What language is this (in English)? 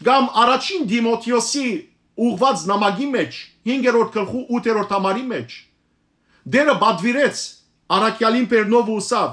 Western Armenian